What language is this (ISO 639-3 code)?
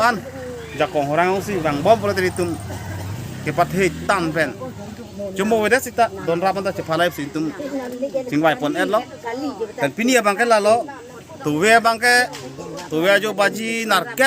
mjw